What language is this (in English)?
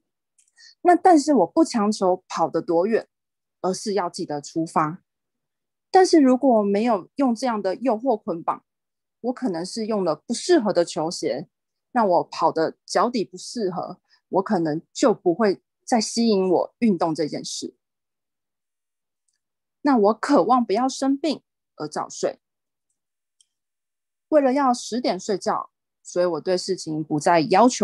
Chinese